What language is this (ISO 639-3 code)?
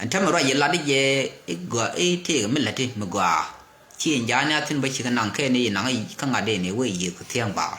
nus